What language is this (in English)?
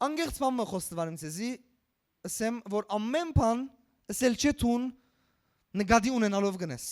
Western Armenian